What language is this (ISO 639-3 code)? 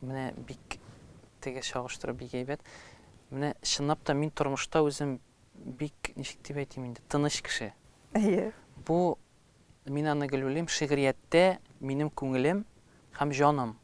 tat